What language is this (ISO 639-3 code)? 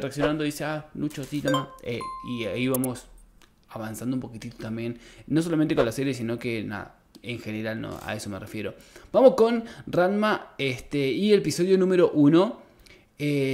spa